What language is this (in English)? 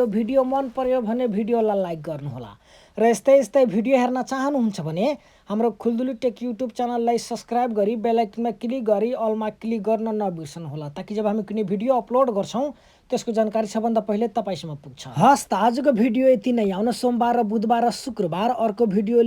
Nepali